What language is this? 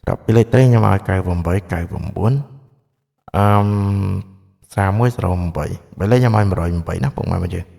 Khmer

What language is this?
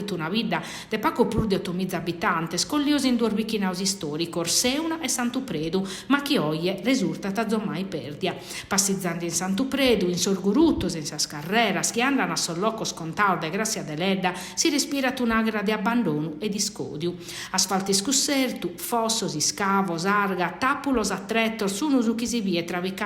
Sardinian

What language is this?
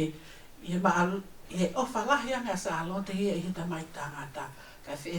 Tongan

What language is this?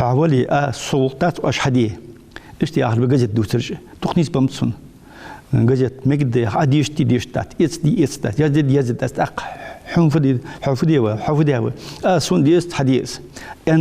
Ingush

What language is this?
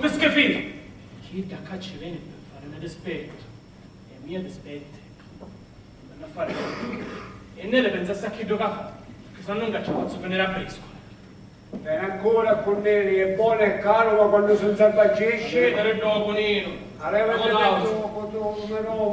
Sicilian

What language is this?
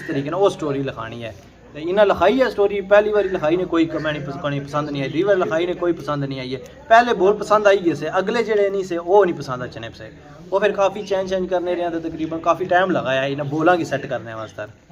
Pahari-Potwari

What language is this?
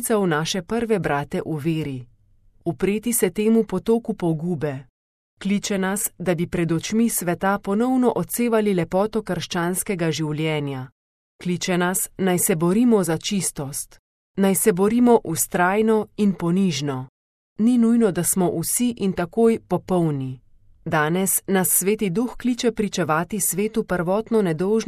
Slovenian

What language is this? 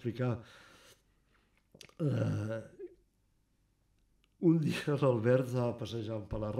Catalan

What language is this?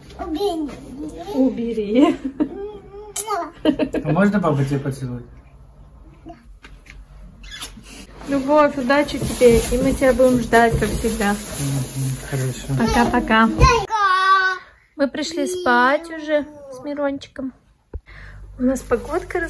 Russian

